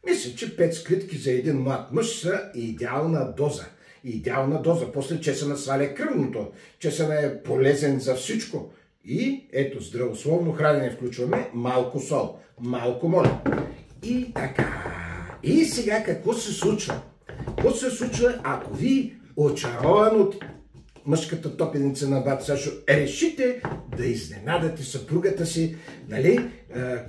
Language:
Bulgarian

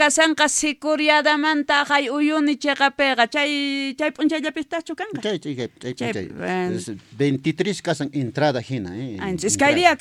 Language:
South Bolivian Quechua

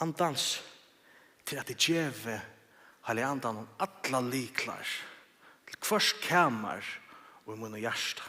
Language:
Faroese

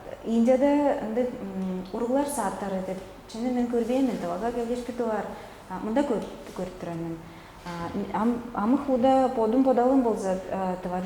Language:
Tuvinian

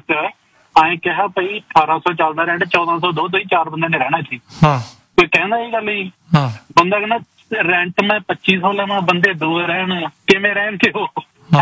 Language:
Punjabi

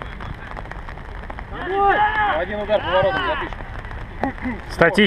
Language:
Russian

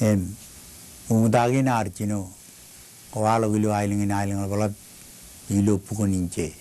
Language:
Marshallese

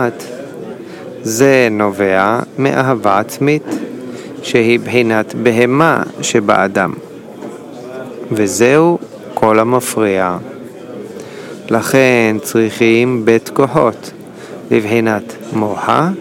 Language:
Hebrew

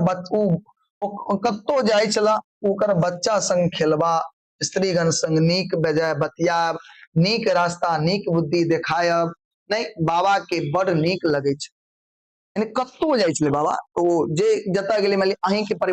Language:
Maithili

